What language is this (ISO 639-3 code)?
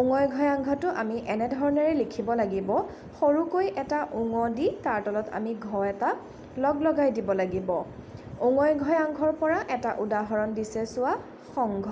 asm